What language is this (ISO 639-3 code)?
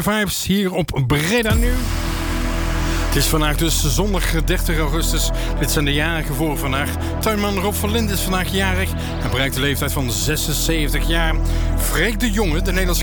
nld